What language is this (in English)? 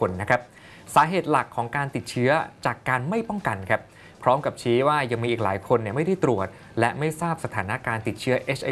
Thai